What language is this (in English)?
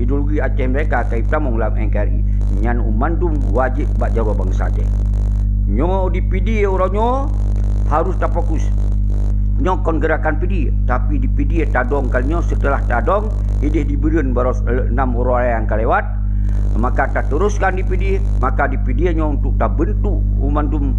Achinese